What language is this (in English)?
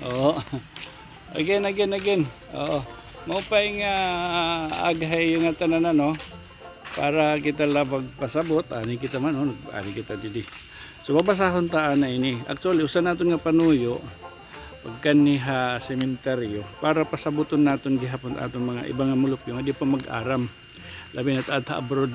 Waray